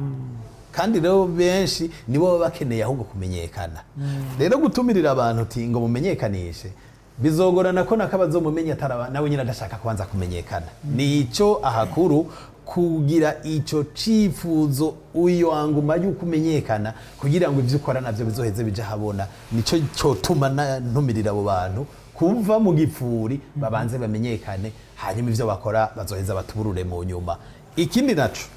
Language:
Rundi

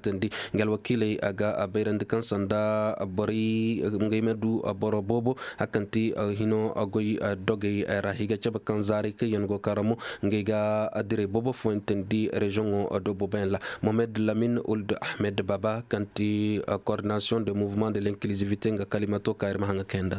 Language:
Koyraboro Senni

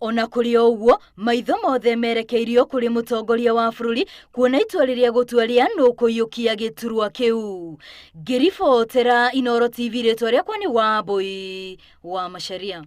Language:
Kikuyu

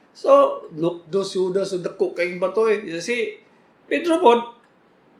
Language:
Cebuano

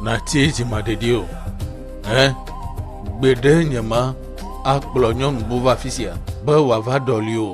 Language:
Ewe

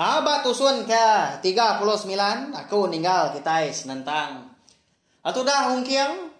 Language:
Iban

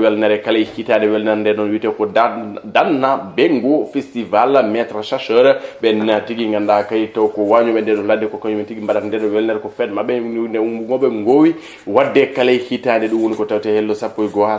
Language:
Fula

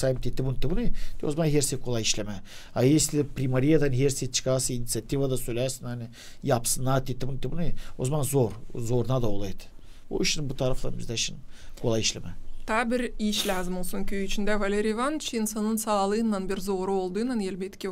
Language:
Gagauz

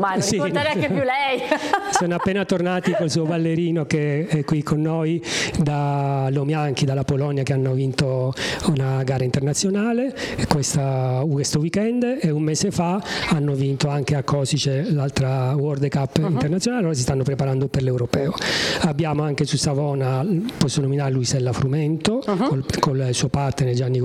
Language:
Italian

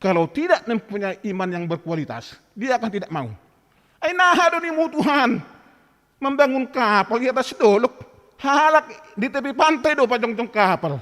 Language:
Batak Simalungun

